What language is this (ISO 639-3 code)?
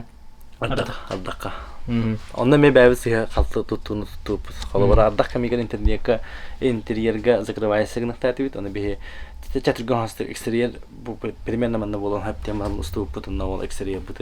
sah